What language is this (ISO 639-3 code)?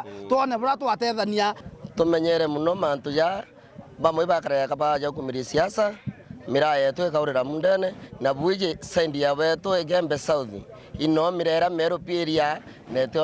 mer